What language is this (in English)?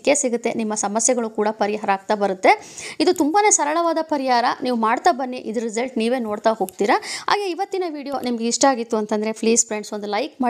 Kannada